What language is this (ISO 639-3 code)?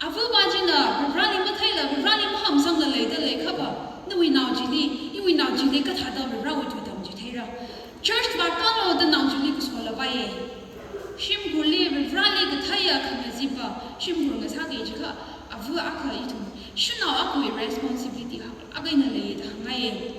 nmf